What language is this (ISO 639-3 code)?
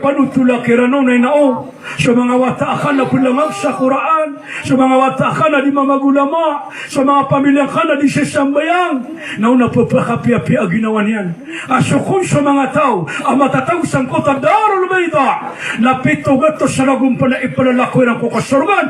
mrw